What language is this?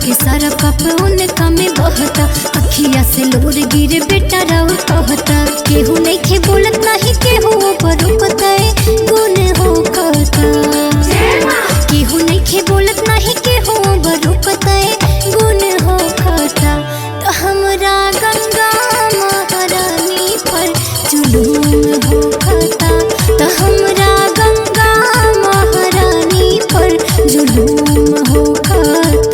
Bhojpuri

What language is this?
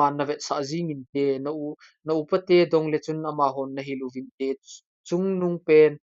Thado Chin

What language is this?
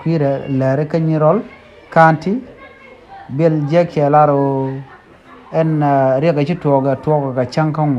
Nuer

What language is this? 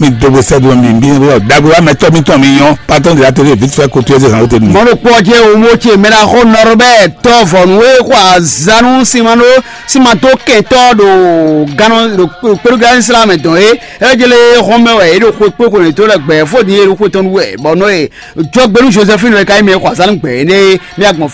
Fon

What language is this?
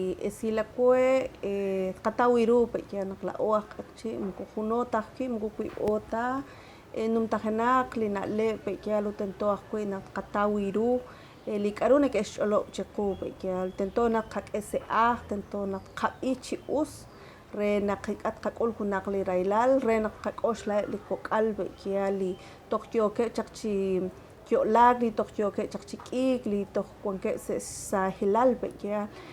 Kekchí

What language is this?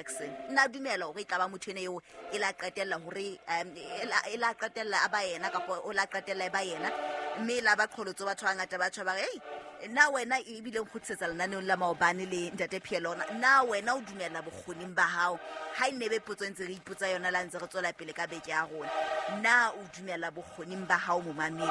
Southern Sotho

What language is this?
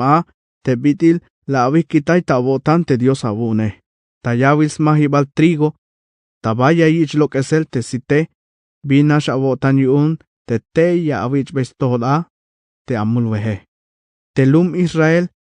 Tzeltal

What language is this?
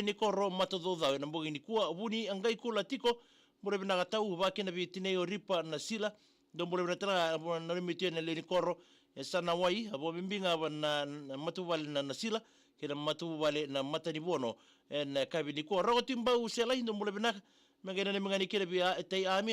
Fijian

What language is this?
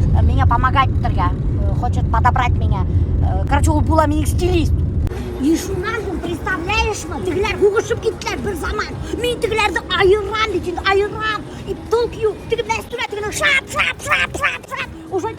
Bashkir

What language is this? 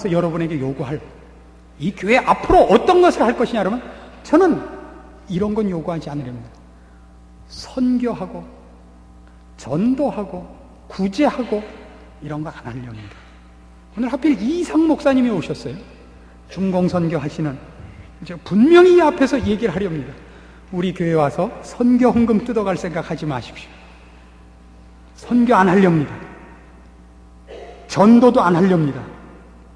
Korean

